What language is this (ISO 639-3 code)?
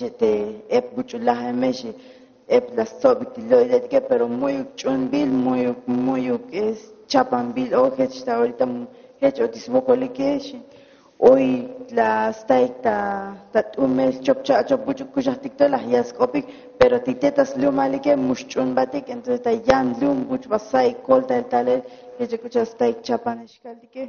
tzo